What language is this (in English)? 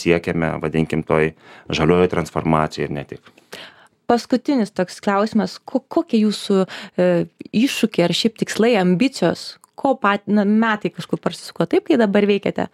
Lithuanian